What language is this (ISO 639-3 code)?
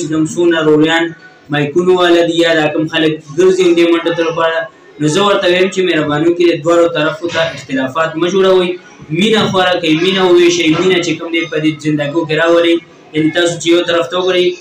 pus